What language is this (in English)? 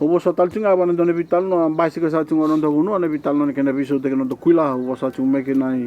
Fijian